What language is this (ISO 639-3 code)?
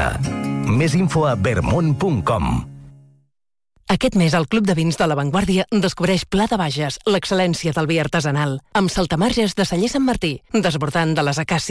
cat